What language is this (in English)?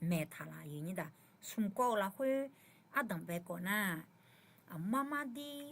Akha